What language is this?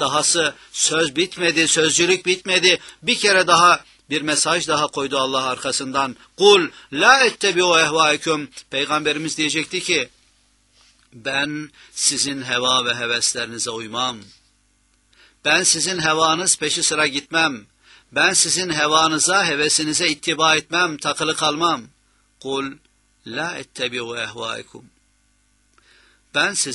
Turkish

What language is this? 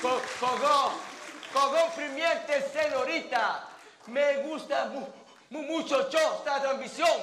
Sicilian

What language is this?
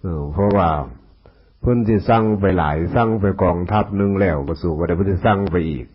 Northeastern Thai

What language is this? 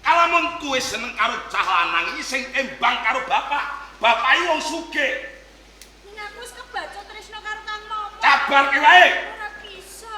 Javanese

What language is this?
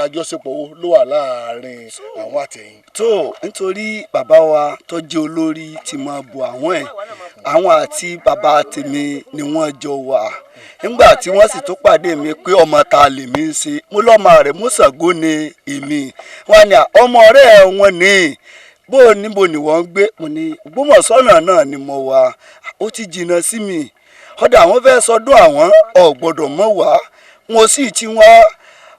Yoruba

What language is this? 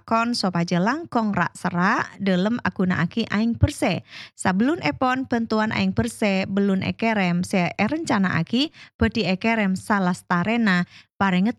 Madurese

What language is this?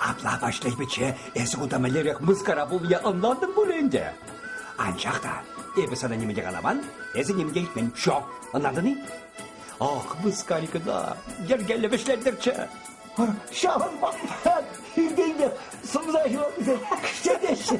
Chuvash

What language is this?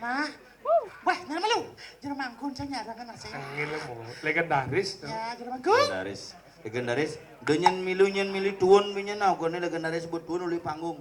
Balinese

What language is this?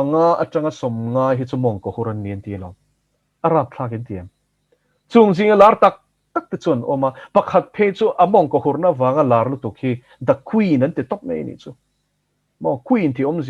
Mizo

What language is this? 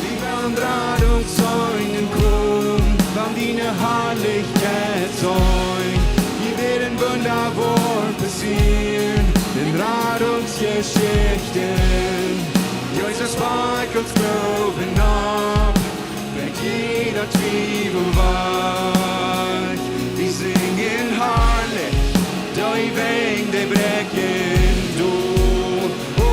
Plautdietsch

